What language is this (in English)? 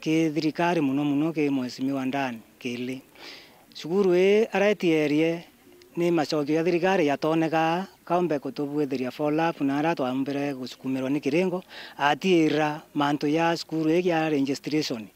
Meru